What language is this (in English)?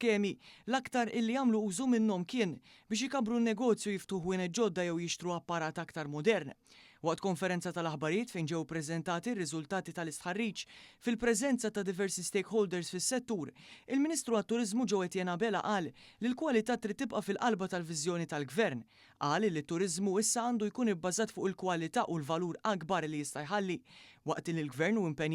Maltese